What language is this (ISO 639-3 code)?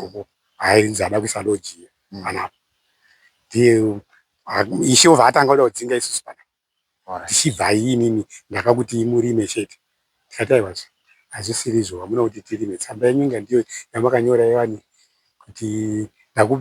sna